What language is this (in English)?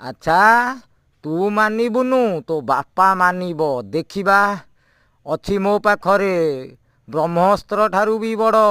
Odia